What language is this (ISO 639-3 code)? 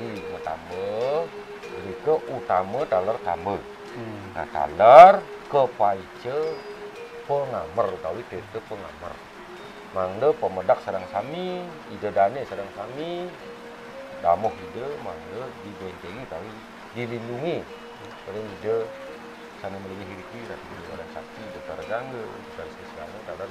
ban